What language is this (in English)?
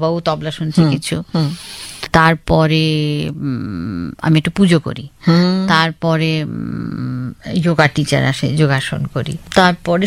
Bangla